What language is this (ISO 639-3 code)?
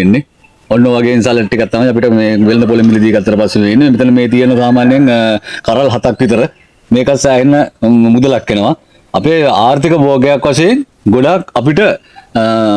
sin